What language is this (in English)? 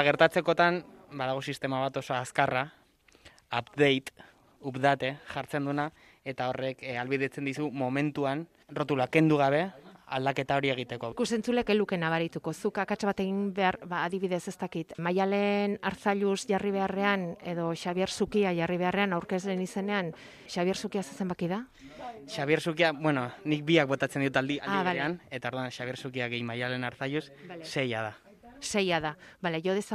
Basque